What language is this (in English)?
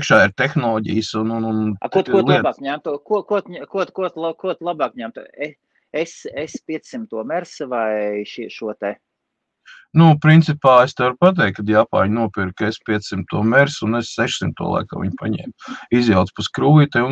Latvian